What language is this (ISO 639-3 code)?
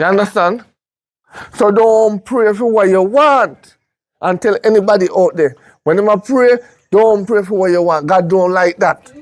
jam